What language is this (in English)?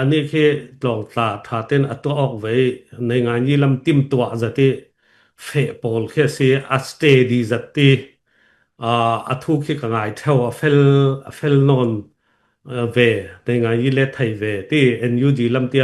Falam Chin